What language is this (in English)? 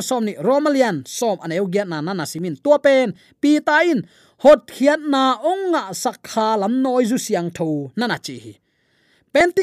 Tedim Chin